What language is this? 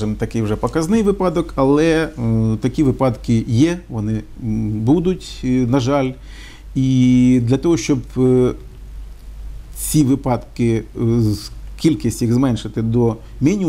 Ukrainian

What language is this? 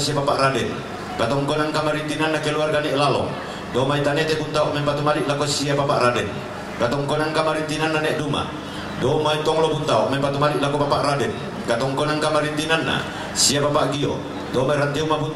Toraja-Sa'dan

